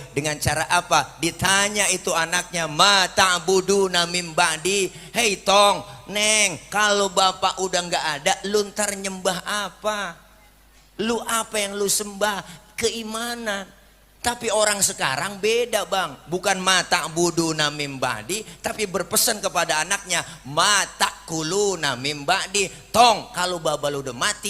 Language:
Betawi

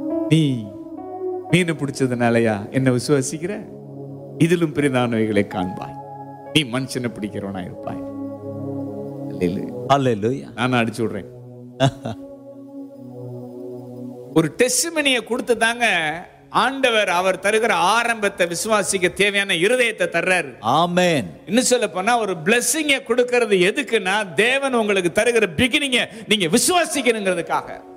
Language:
Tamil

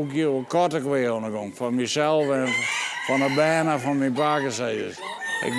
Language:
Western Frisian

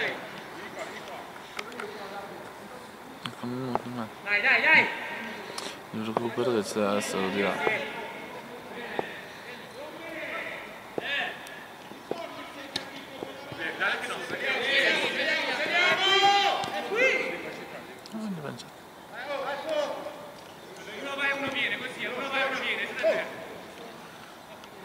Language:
Italian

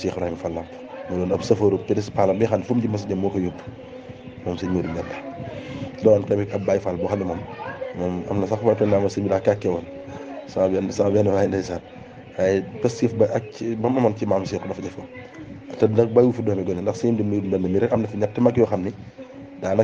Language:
Wolof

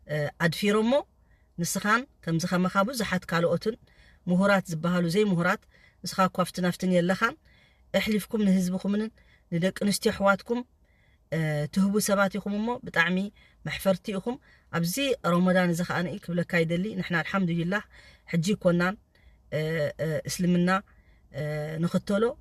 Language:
Tigrinya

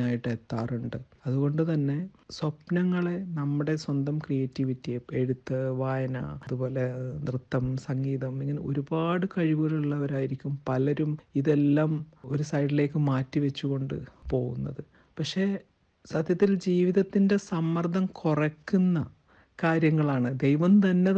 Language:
Malayalam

